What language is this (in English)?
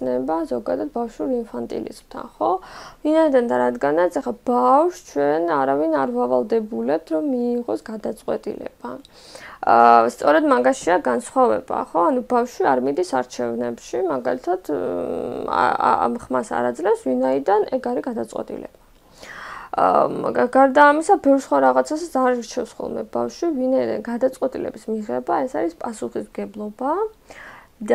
Georgian